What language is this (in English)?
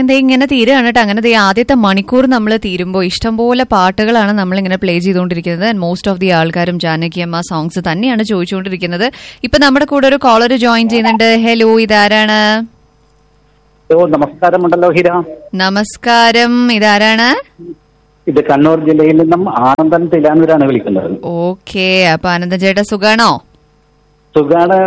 Malayalam